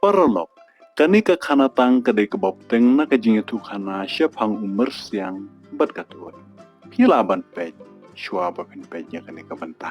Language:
Khasi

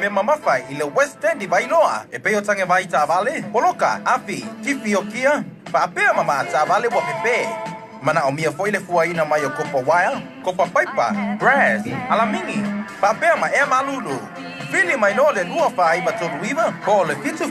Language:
Samoan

